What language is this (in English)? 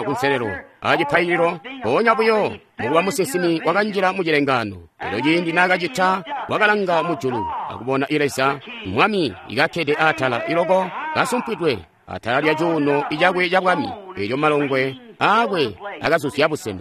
Tonga (Zambia)